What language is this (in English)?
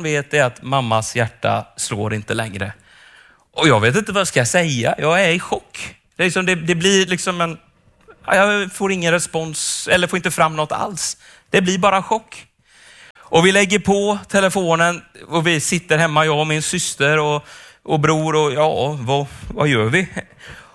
Swedish